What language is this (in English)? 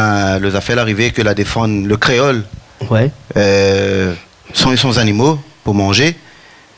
Réunion Creole French